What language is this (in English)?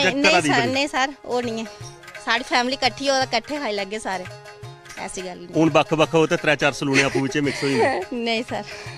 Dogri